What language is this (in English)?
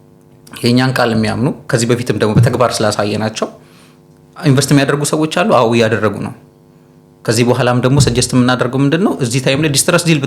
Amharic